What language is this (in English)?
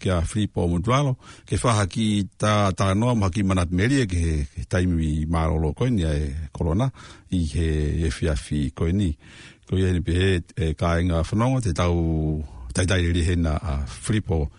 Tongan